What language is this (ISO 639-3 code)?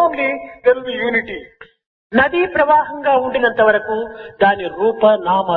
tel